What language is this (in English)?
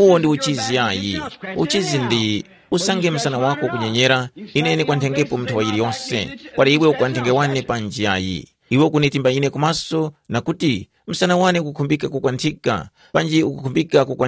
Tumbuka